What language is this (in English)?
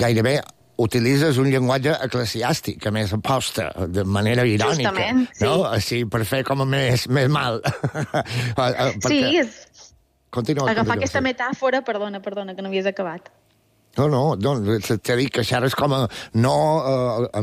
Catalan